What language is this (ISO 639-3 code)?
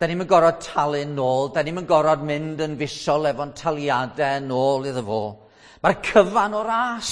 cym